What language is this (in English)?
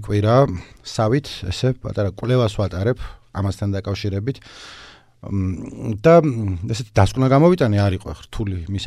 Georgian